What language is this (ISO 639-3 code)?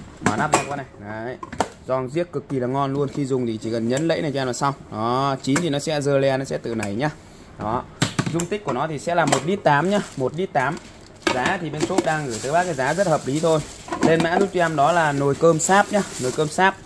vie